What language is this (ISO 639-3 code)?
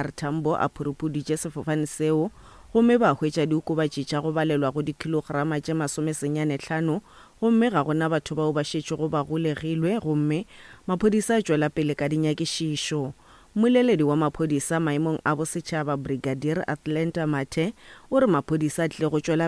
nso